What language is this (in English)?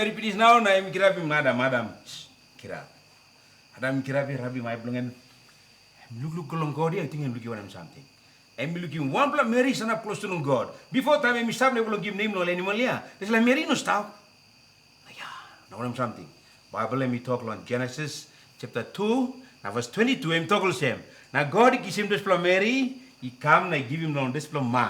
Tok Pisin